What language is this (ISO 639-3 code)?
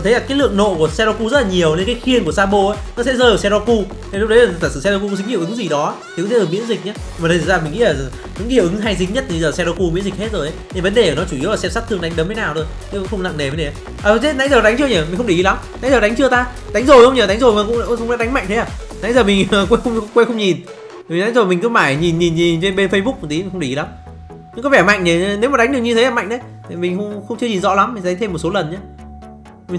vie